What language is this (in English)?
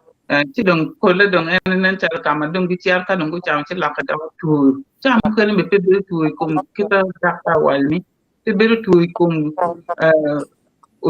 Acoli